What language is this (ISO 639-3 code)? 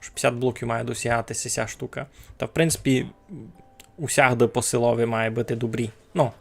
rue